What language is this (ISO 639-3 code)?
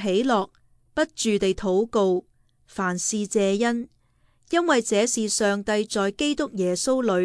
yue